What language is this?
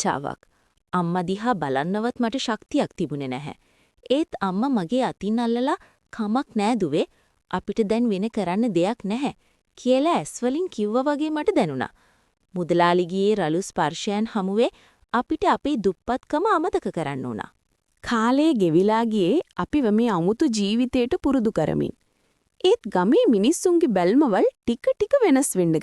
Sinhala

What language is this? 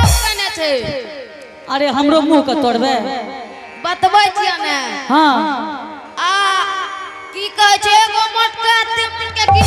Angika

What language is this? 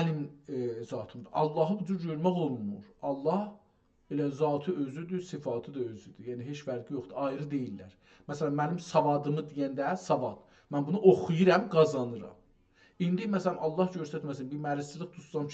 South Azerbaijani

